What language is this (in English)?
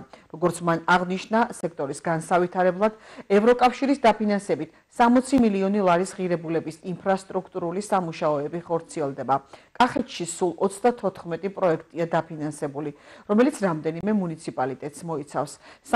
Georgian